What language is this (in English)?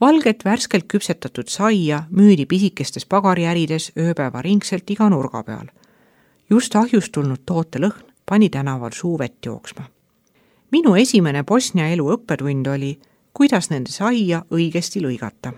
Estonian